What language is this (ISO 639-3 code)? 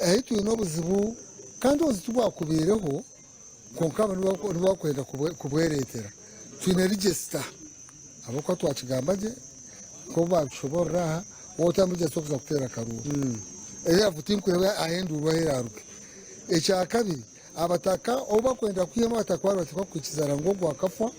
nyn